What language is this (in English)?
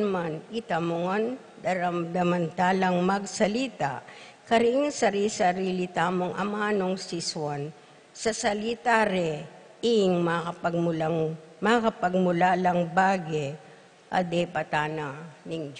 Pampanga